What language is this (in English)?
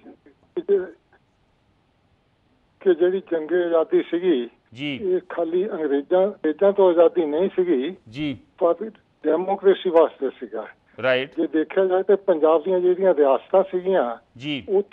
Punjabi